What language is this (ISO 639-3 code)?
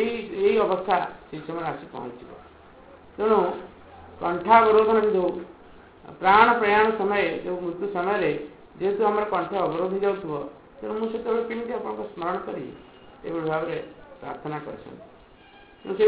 ori